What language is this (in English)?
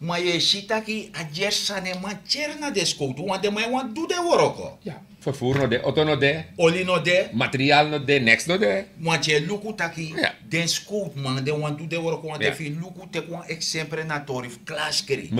Sranan Tongo